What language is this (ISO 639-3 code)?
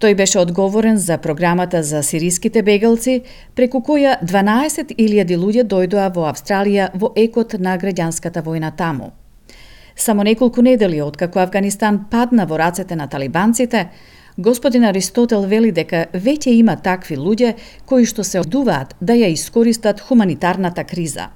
mkd